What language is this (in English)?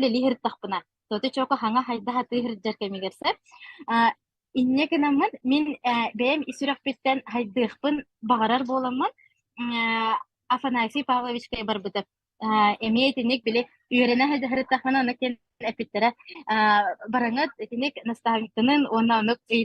Yakut